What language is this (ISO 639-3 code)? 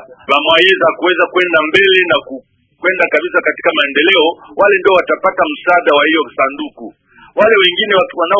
swa